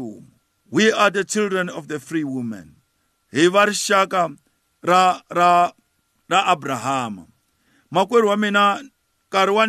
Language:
Tsonga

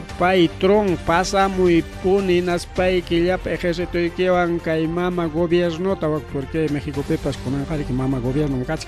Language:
Ayacucho Quechua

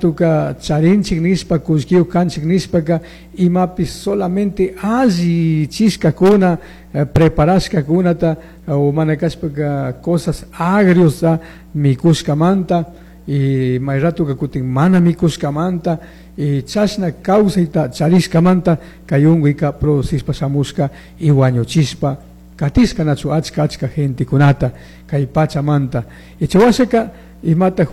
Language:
Chimborazo Highland Quichua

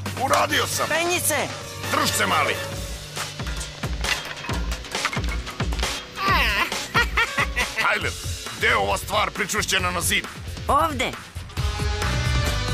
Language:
Serbian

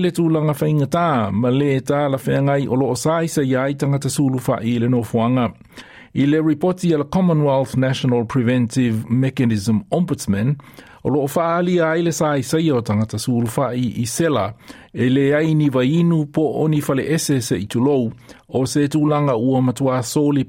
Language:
Samoan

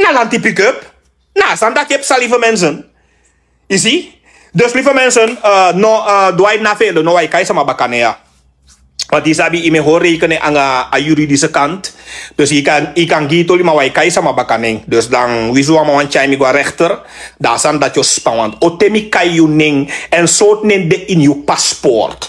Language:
Sranan Tongo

